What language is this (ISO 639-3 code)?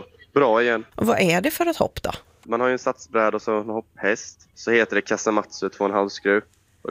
swe